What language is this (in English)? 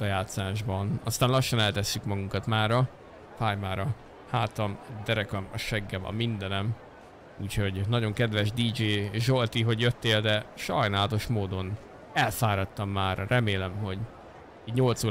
Hungarian